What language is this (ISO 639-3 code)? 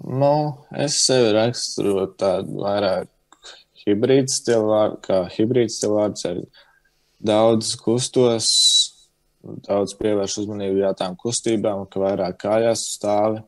lav